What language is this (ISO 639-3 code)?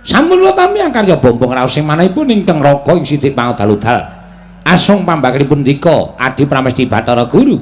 jav